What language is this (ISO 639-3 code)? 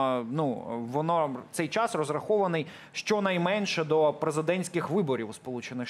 ukr